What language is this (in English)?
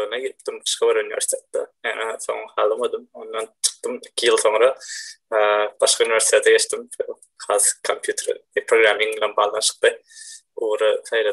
Turkmen